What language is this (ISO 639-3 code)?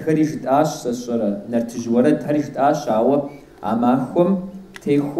kbd